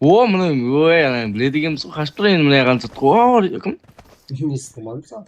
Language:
Kara-Kalpak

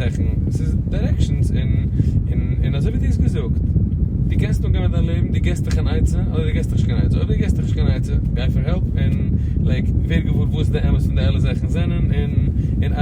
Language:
Yiddish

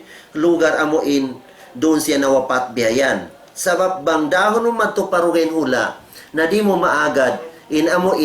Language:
Tausug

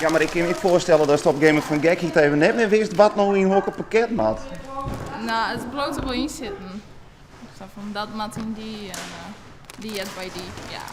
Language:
Western Frisian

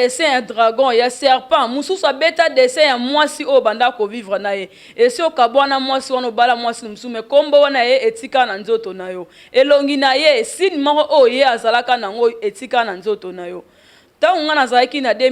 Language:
Lingala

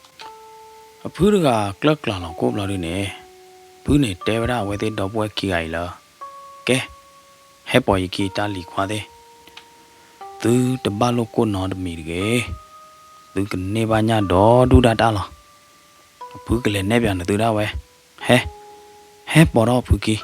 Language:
S'gaw Karen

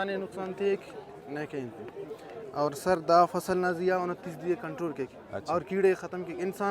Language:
Brahui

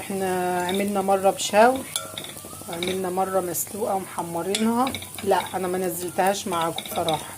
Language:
Egyptian Arabic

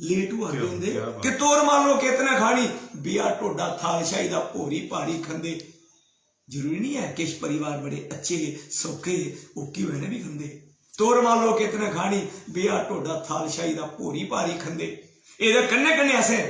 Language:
Dogri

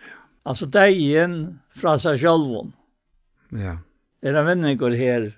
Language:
Faroese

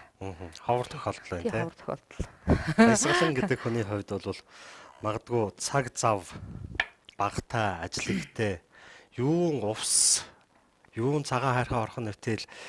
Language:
Mongolian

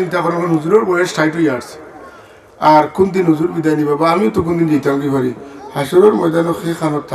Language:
Sylheti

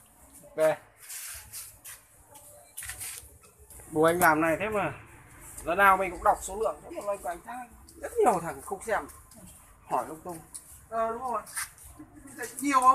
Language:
Vietnamese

